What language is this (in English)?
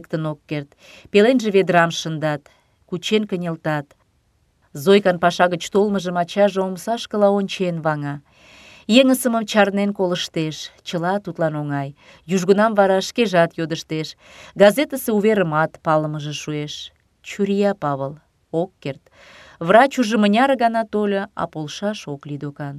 Mari